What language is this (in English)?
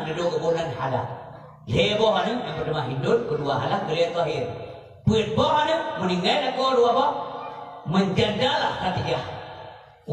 Achinese